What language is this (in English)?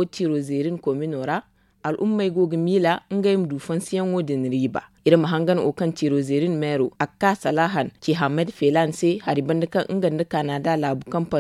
Zarma